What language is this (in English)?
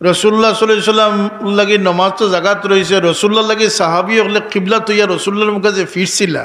Sylheti